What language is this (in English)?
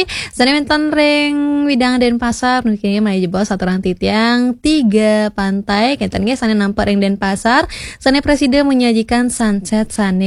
Balinese